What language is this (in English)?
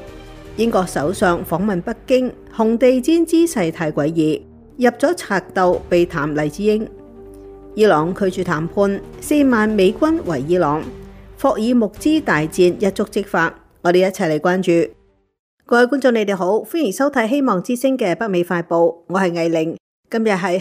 Cantonese